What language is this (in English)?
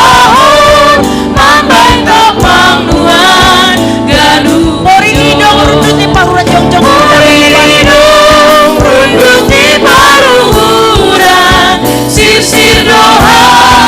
Batak Simalungun